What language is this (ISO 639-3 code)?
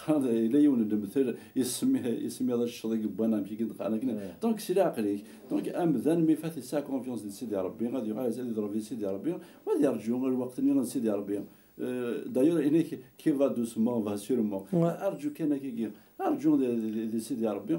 kab